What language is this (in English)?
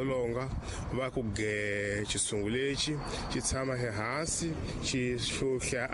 Tsonga